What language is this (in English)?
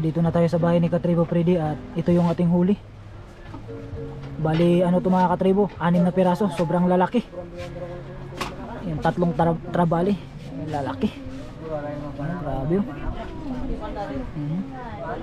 Filipino